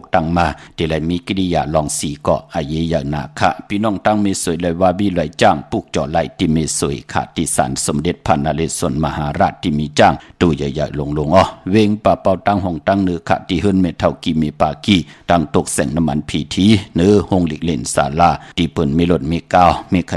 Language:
Shan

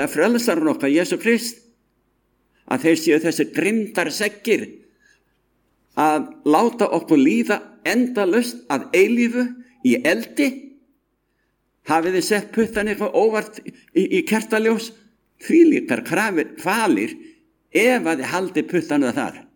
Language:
Icelandic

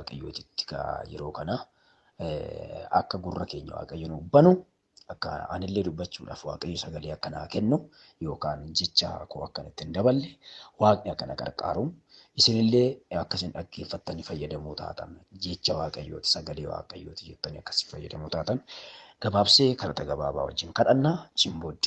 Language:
Oromo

